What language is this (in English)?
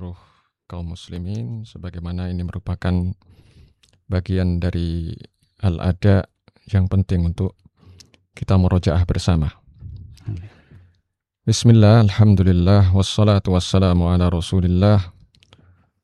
Indonesian